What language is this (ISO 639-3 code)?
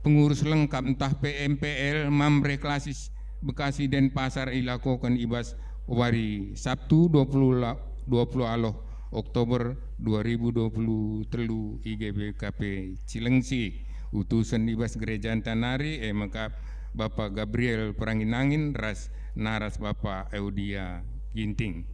btx